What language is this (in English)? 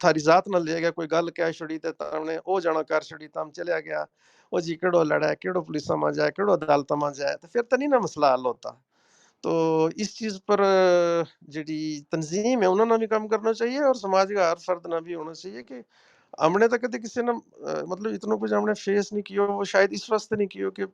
Gujari